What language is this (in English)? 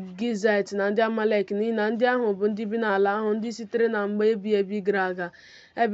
Igbo